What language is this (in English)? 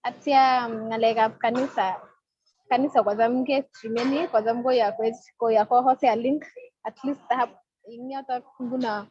Kalenjin